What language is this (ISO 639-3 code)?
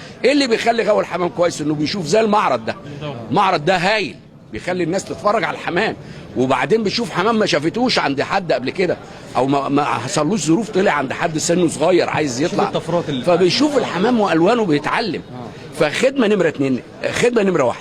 arz